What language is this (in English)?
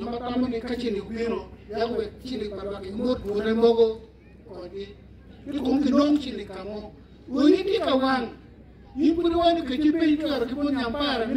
Acoli